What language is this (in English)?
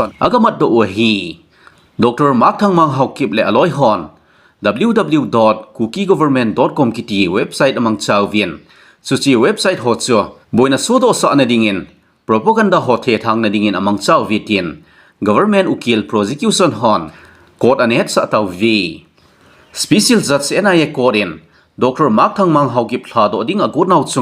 Thado Chin